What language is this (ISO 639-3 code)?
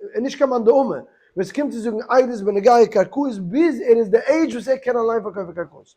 yid